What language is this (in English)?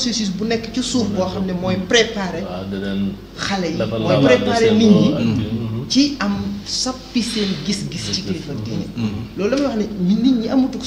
Wolof